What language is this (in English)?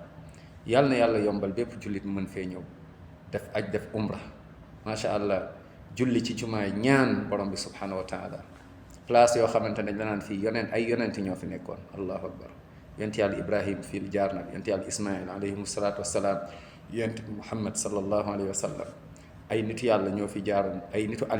Wolof